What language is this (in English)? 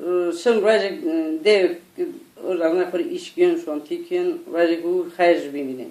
Zaza